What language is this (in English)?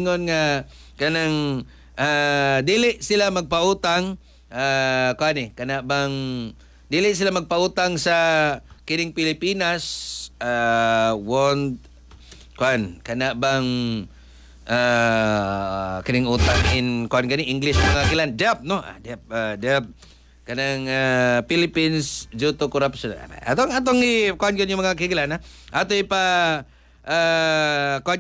Cebuano